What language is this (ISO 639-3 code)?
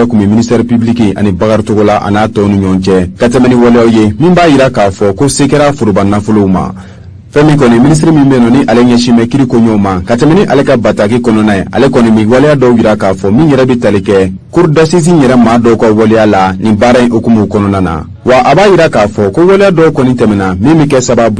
bam